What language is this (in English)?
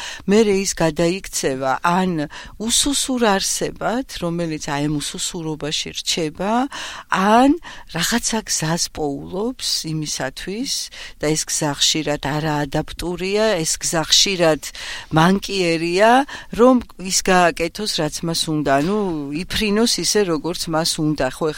Georgian